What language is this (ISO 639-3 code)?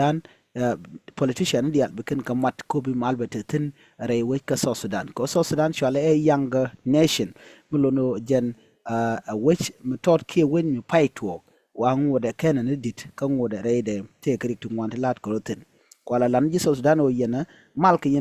nus